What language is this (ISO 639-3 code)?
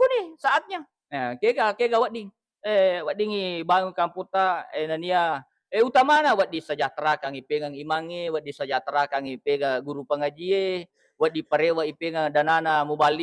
bug